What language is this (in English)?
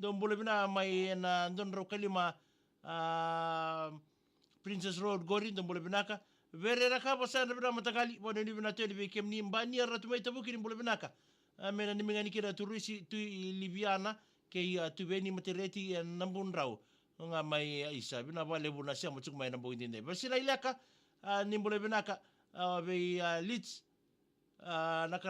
Fijian